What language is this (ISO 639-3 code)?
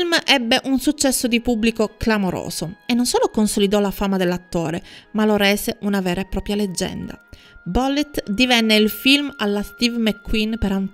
ita